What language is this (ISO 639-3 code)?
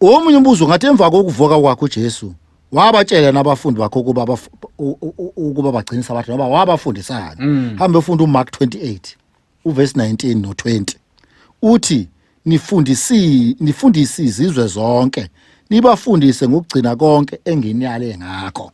zul